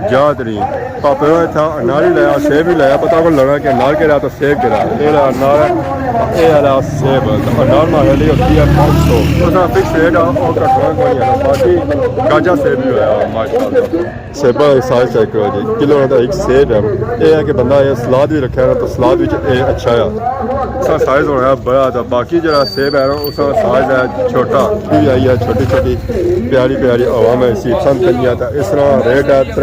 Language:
Pahari-Potwari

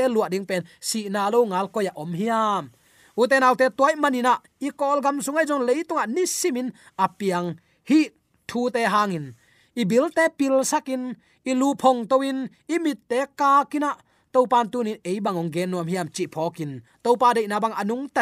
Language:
Tedim Chin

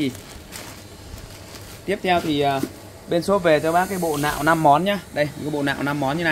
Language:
Vietnamese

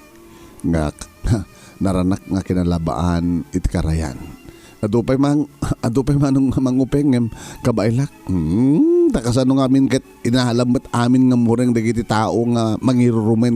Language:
Iloko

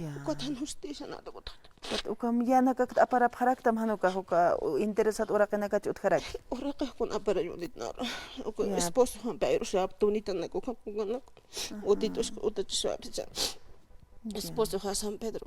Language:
Aymara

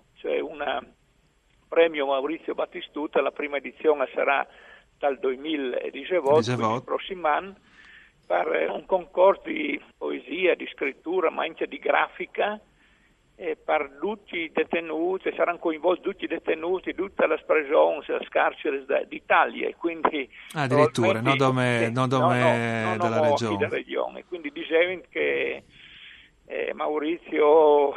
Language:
Friulian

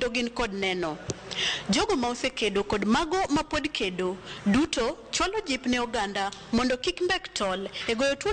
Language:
Luo (Kenya and Tanzania)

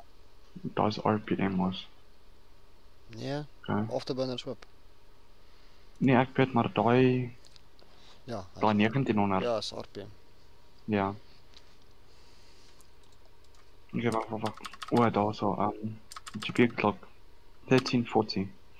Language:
Afrikaans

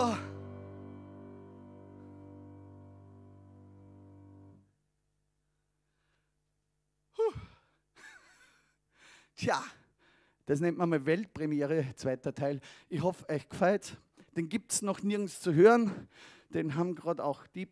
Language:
German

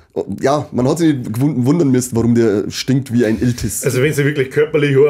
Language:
Bavarian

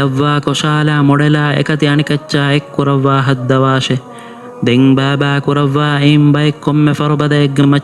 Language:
Divehi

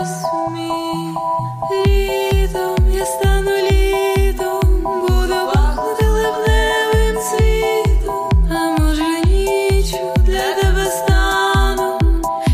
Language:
Ukrainian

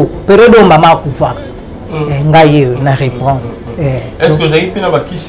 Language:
Lingala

